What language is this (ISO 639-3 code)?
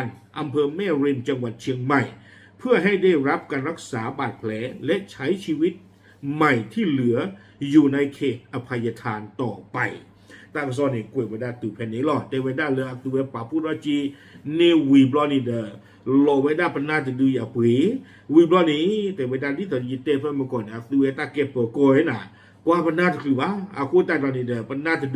ksw